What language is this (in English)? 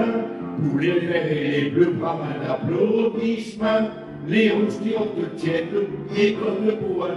Picard